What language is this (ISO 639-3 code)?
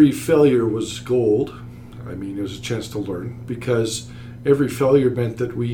eng